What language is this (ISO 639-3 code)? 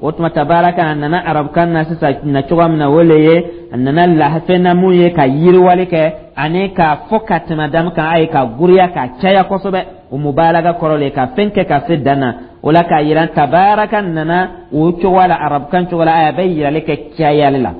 dyu